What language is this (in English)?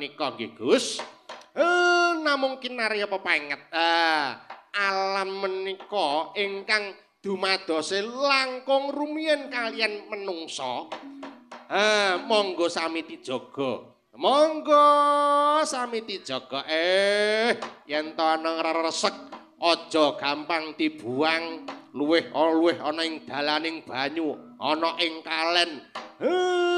Javanese